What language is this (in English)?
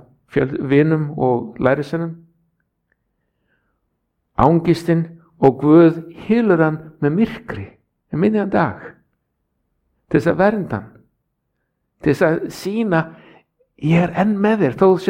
Icelandic